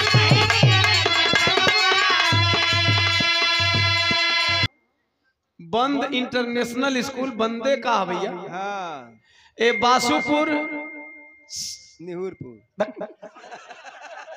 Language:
Bhojpuri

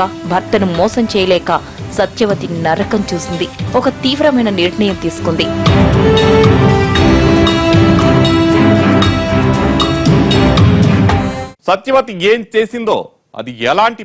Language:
Telugu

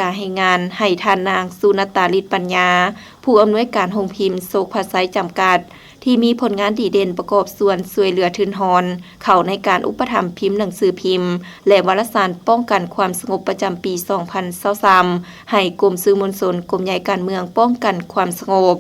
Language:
Lao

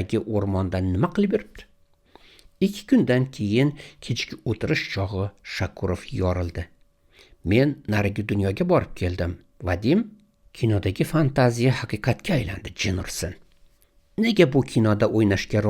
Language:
Uzbek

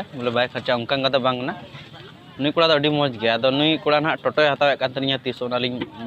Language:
Santali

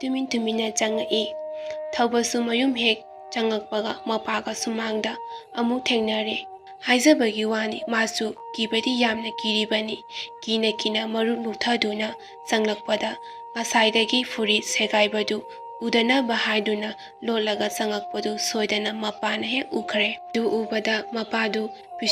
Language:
Manipuri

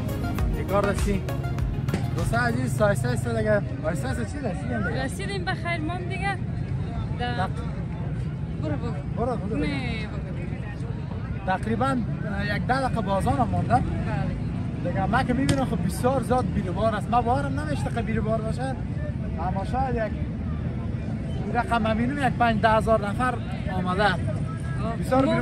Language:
Persian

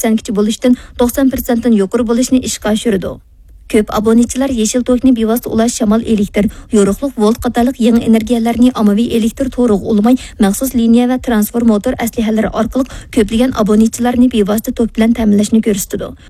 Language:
Uyghur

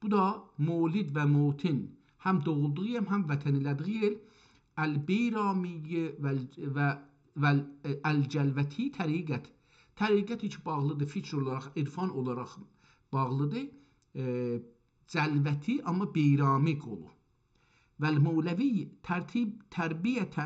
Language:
South Azerbaijani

